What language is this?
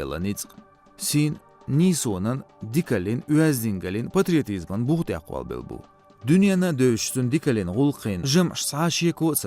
Chechen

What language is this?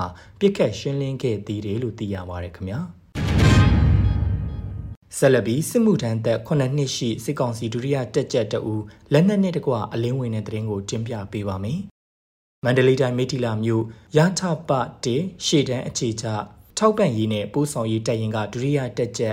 Burmese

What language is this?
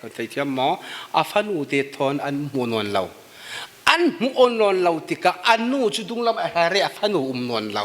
Falam Chin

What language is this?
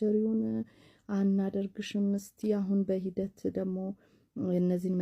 Amharic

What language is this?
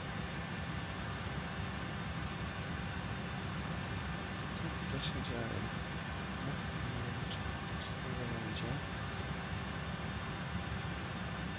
Polish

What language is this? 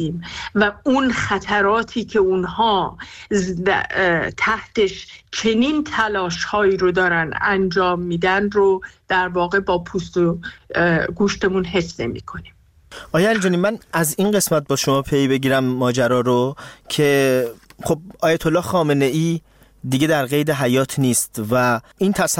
Persian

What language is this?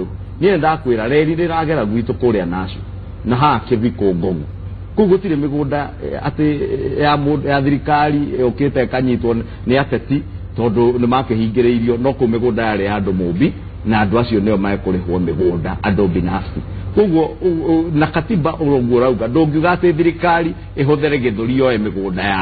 Kikuyu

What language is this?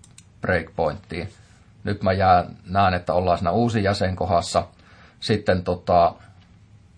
Finnish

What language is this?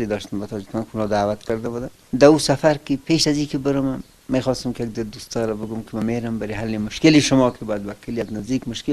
Persian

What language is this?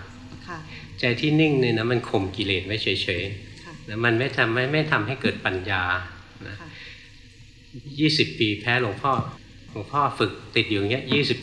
Thai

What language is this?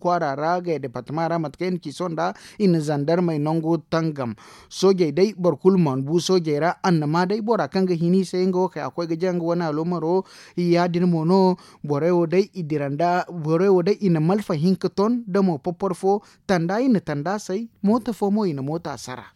Zarma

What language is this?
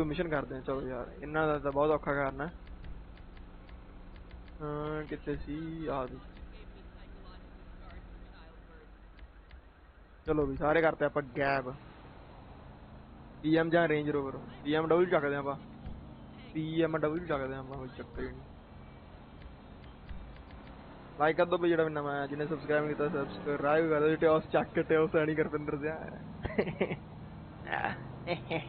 Punjabi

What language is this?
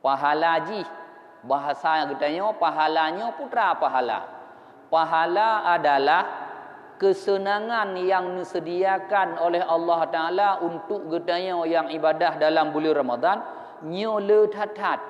Achinese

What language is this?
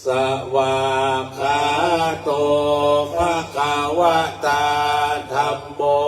Pali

